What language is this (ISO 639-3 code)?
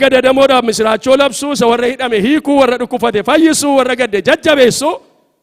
orm